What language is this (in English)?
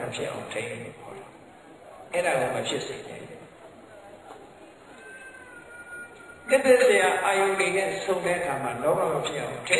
Burmese